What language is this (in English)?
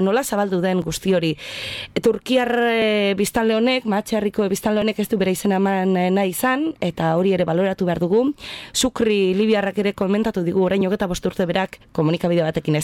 Basque